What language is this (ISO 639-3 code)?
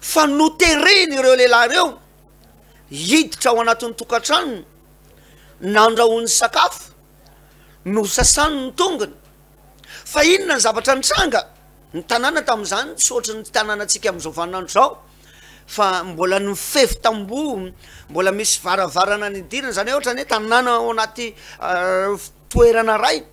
mlg